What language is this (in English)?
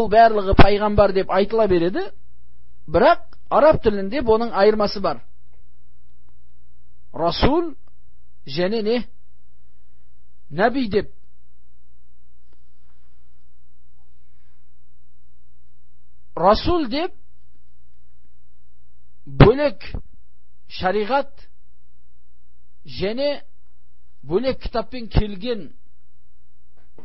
Kazakh